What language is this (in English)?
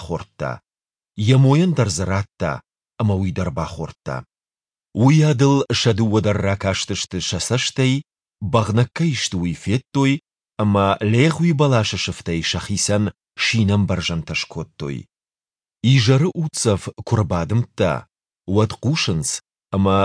Ossetic